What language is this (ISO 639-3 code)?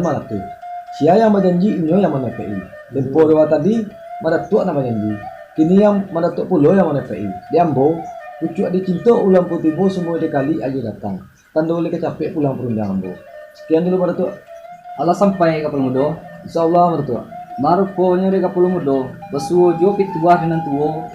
min